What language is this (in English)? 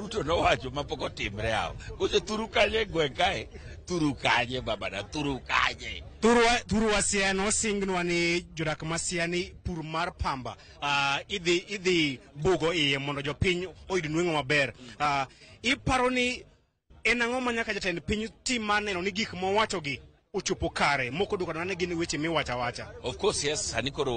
Luo (Kenya and Tanzania)